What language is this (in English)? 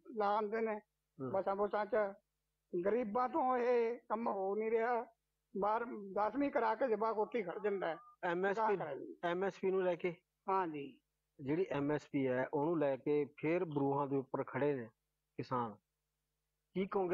Punjabi